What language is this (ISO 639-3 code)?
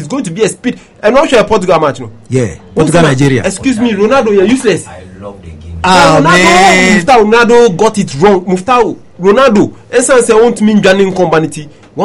eng